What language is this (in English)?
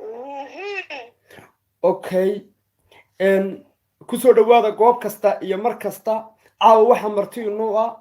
Somali